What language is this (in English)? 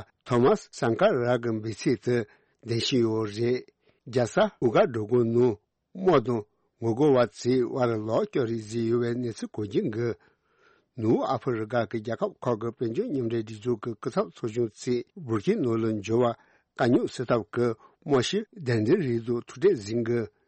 Tibetan